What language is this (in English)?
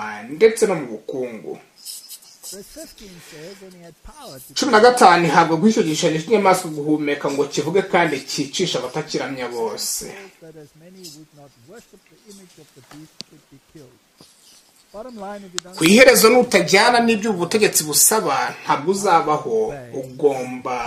Kinyarwanda